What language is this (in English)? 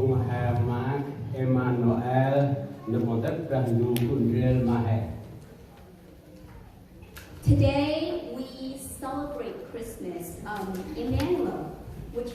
Central Mnong